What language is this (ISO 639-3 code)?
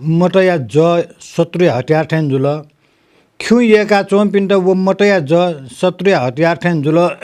new